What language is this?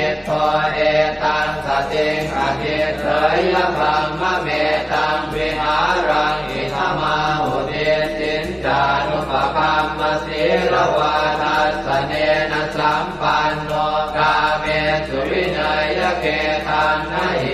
Pali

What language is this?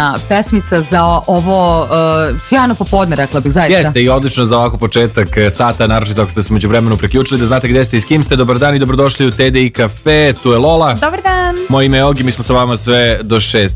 Serbian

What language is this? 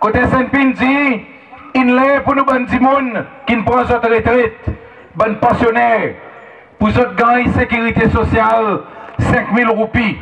Seselwa Creole French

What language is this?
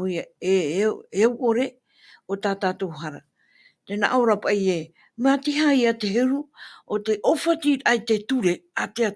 Tahitian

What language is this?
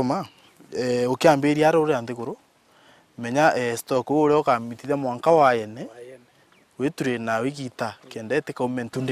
Meru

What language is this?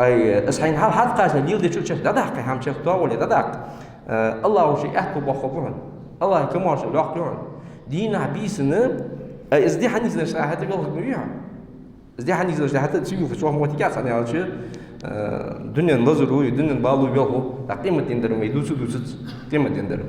Ingush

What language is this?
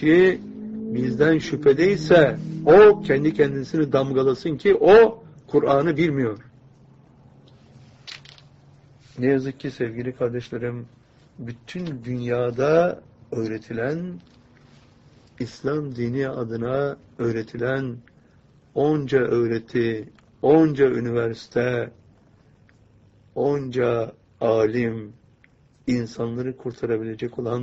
Turkish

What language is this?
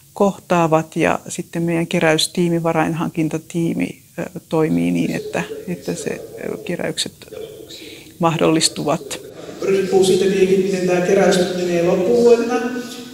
Finnish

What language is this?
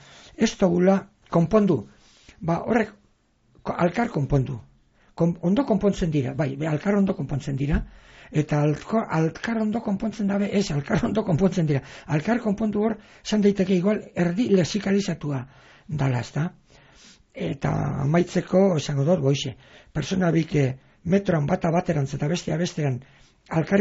Basque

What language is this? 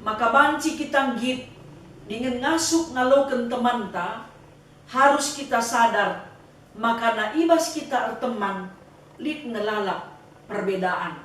Batak Karo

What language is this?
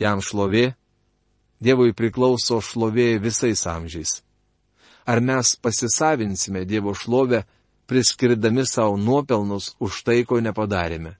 Lithuanian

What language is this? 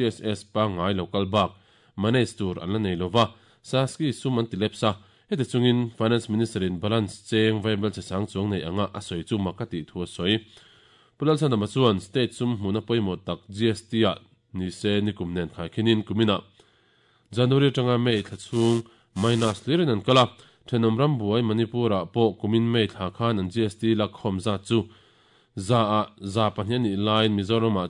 Mizo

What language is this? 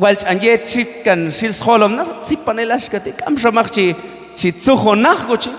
Q'anjob'al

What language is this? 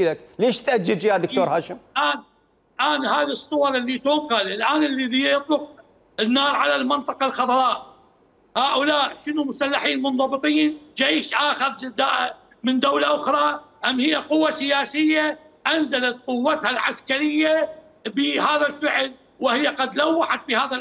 Mesopotamian Arabic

